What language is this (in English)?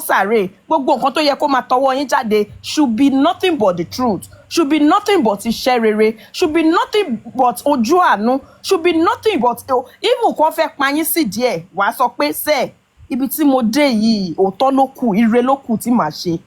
Yoruba